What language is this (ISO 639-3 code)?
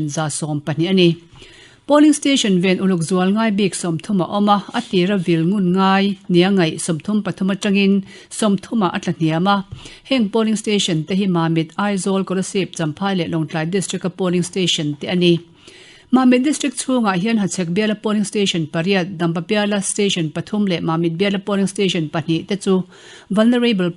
lus